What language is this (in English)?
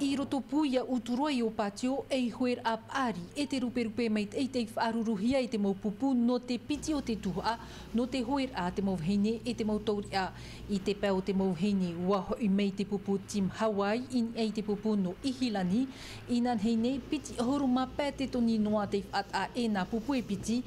Tahitian